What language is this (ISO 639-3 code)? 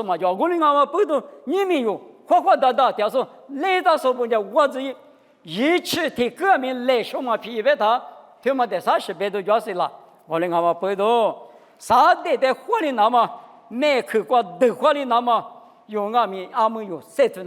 lis